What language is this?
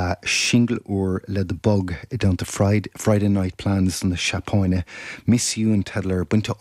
Irish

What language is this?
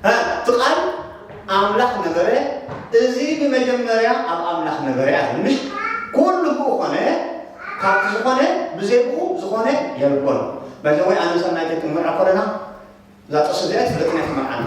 Tigrinya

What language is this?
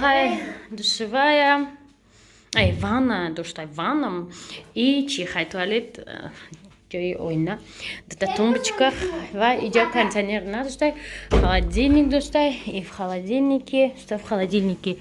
Tajik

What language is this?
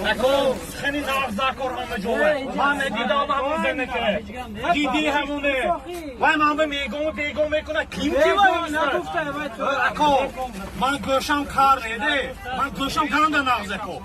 Tajik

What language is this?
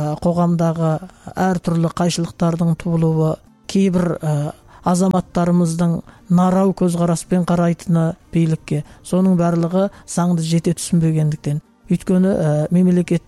Kazakh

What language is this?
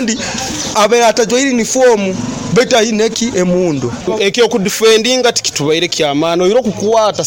Nyoro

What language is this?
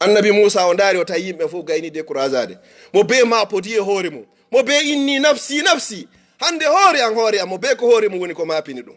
Fula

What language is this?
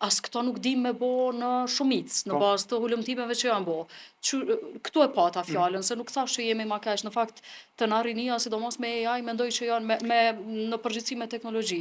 Albanian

